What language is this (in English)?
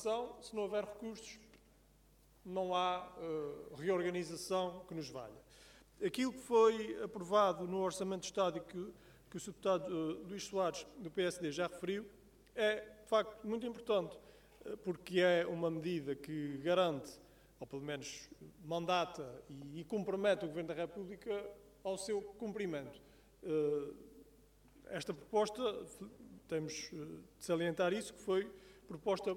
Portuguese